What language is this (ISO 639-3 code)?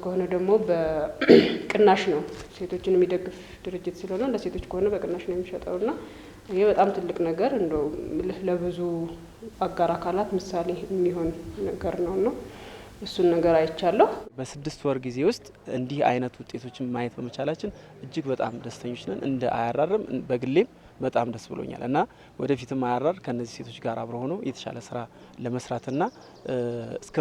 amh